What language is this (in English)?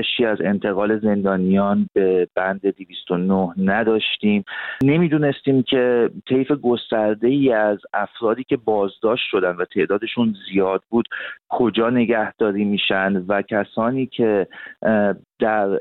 Persian